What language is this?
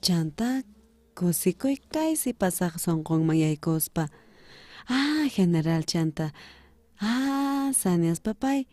South Bolivian Quechua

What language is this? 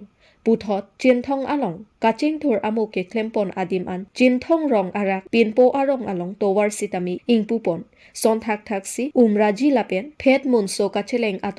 Karbi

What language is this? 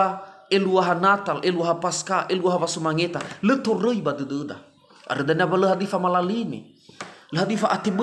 Nias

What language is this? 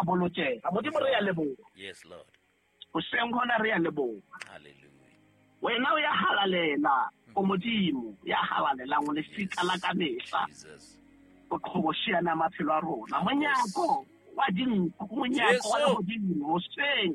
Southern Sotho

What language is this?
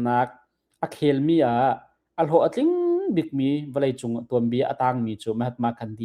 Hakha Chin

